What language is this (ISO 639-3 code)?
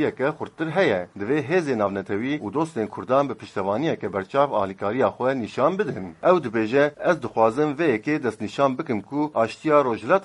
kur